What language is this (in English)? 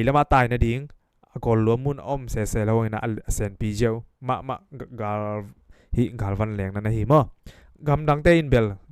Tedim Chin